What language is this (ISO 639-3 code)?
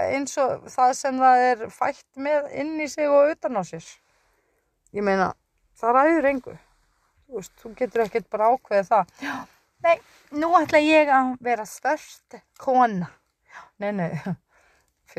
isl